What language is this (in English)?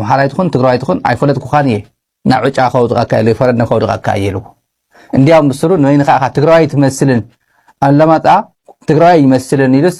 Tigrinya